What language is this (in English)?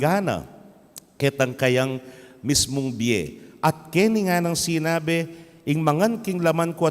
Pampanga